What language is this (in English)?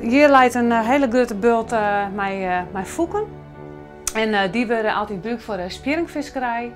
Western Frisian